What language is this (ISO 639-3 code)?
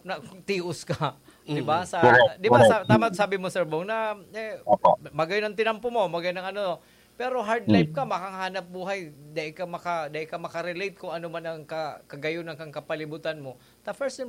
bik